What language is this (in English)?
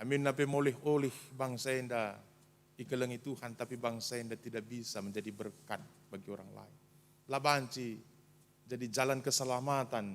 Batak Karo